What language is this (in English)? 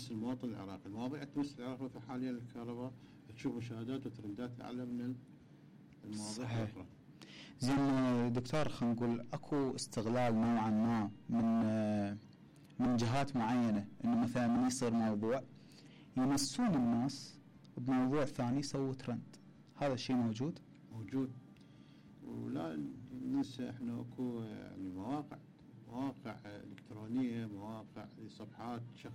Mesopotamian Arabic